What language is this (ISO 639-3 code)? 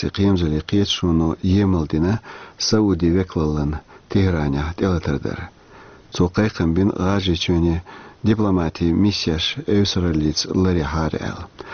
che